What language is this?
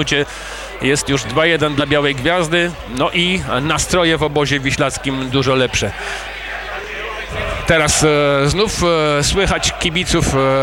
Polish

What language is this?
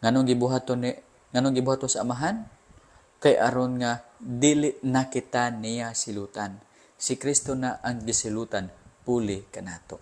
Cebuano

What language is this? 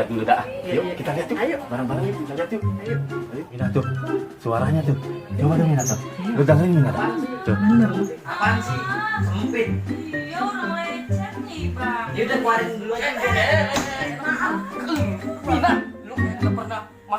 Betawi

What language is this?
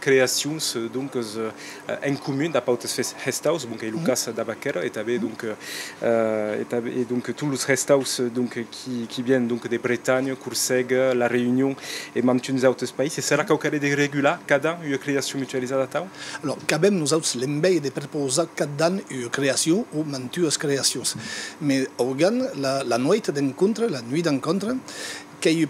Occitan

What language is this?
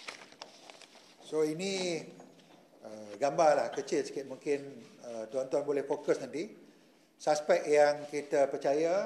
Malay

